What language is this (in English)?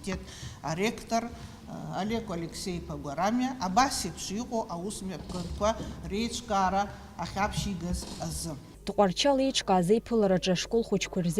Abkhazian